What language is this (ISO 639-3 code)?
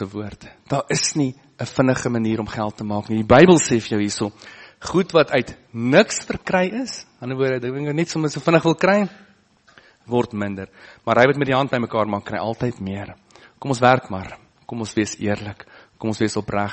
afr